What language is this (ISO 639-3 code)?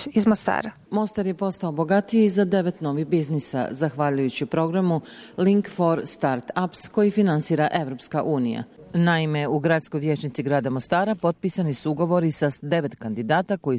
bos